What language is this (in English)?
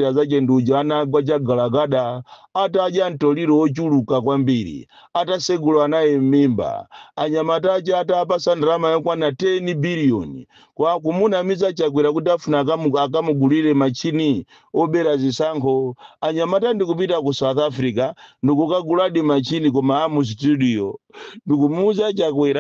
Nyanja